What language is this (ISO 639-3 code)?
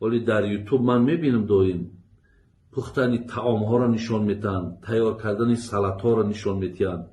tgk